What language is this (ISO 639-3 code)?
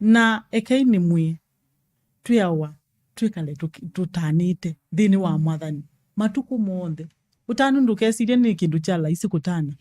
kam